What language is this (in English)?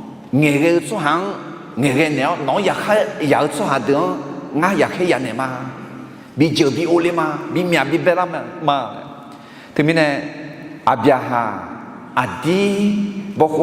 Akha